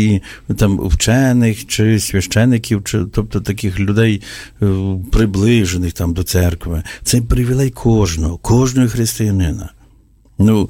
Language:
Ukrainian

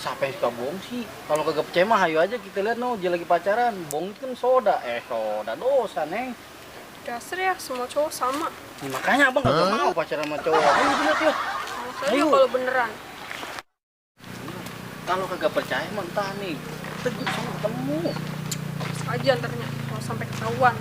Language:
Betawi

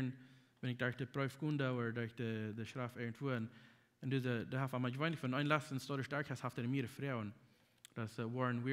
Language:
Plautdietsch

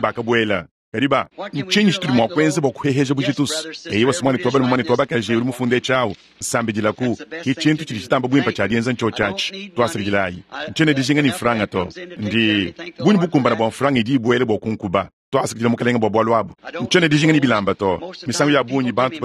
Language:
Luba-Lulua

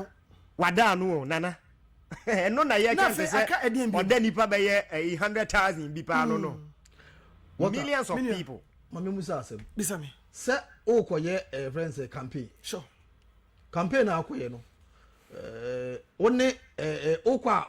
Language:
Akan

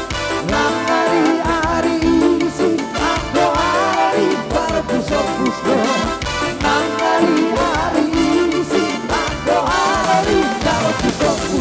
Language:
Batak Toba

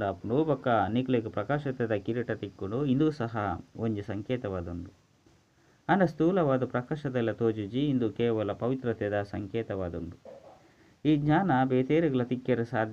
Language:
Tulu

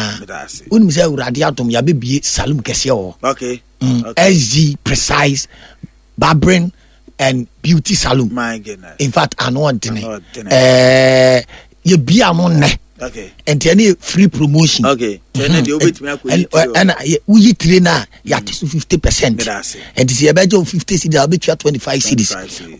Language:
Akan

